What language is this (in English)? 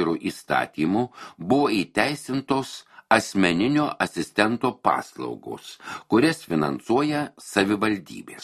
Lithuanian